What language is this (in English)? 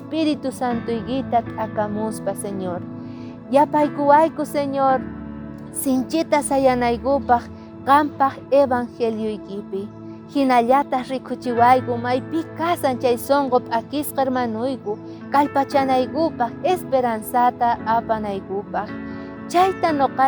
South Bolivian Quechua